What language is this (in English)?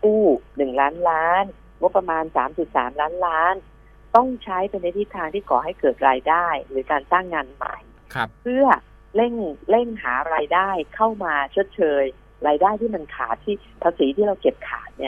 Thai